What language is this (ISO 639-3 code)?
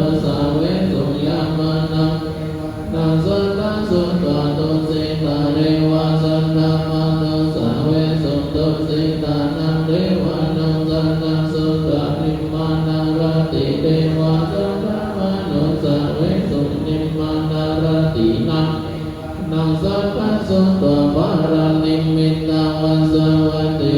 pli